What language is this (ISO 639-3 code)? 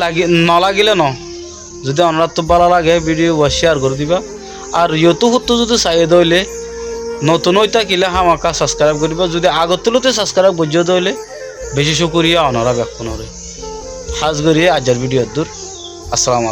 rhg